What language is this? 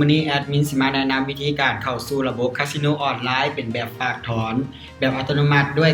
Lao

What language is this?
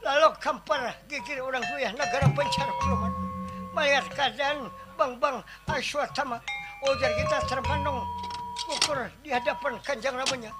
Banjar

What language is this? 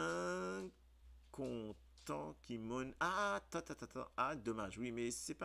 Morisyen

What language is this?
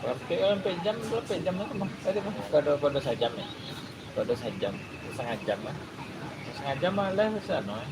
Minangkabau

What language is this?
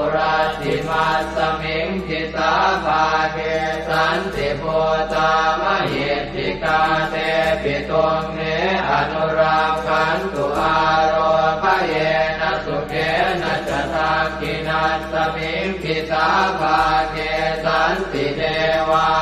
Pali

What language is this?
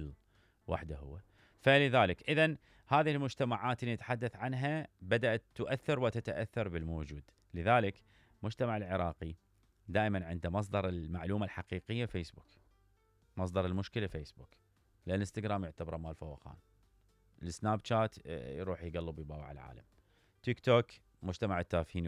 Mesopotamian Arabic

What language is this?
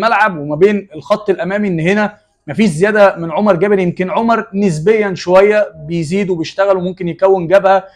Egyptian Arabic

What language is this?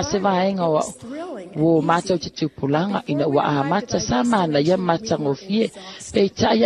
Samoan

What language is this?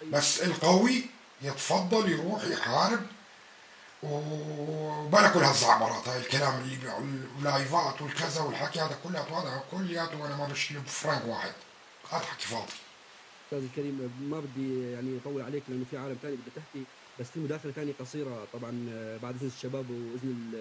North Levantine Arabic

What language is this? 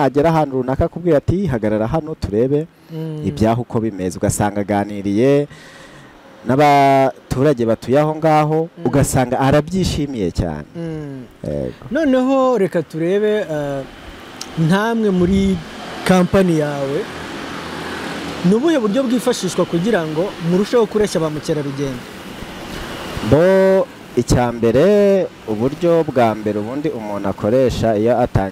Kinyarwanda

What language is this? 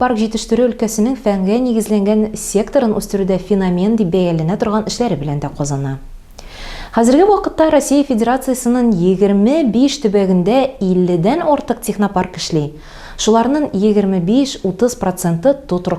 Tatar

